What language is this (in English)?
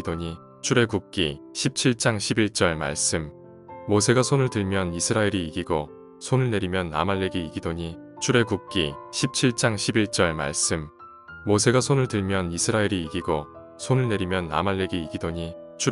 Korean